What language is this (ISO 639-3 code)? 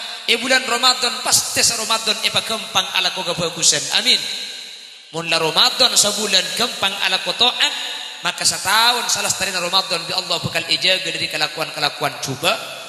mad